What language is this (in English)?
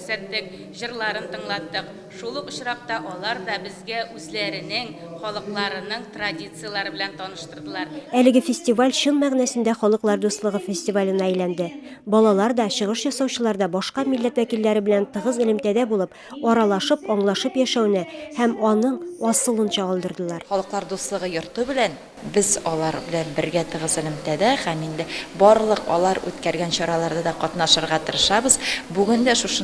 Tatar